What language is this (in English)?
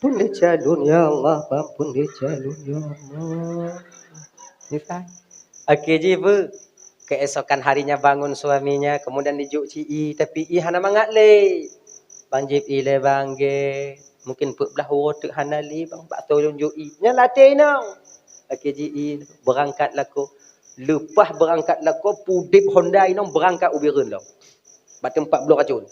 Achinese